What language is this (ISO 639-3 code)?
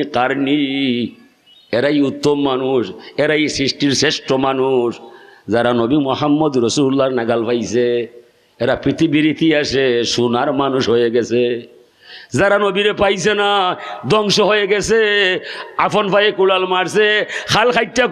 syl